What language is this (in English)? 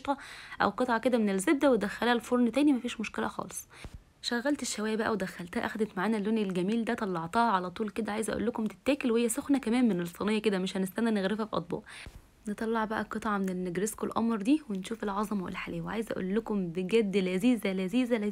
Egyptian Arabic